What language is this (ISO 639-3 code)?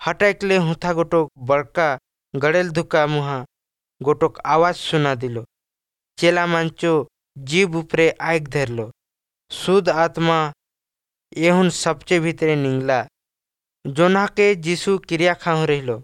ori